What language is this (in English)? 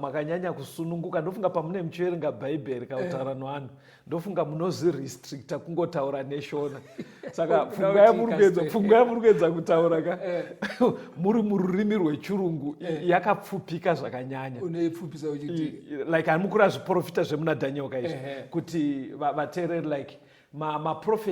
Shona